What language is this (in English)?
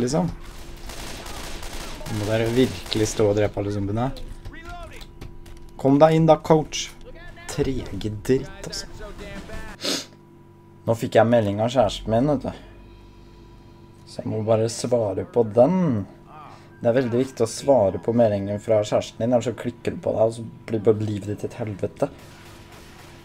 Norwegian